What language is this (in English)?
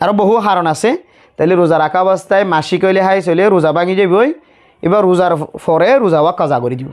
Rohingya